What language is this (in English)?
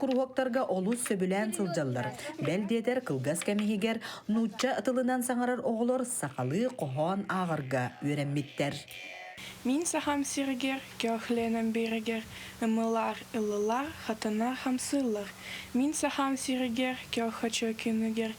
Yakut